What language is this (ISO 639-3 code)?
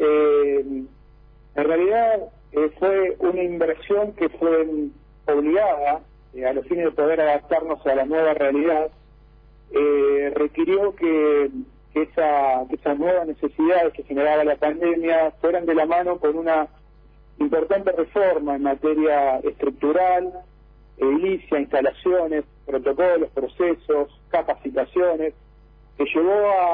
spa